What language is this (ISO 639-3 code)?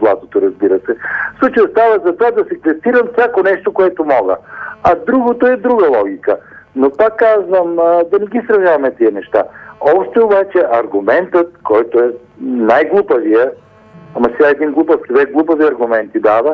bul